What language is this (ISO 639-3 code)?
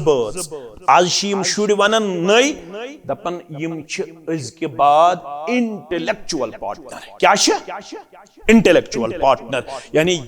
kas